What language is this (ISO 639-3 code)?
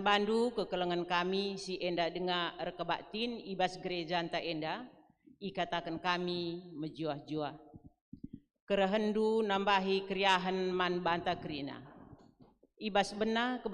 btx